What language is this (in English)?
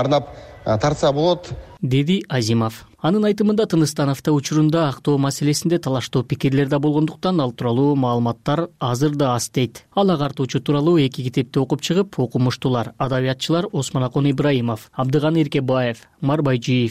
Kyrgyz